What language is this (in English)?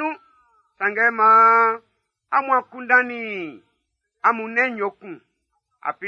Baoulé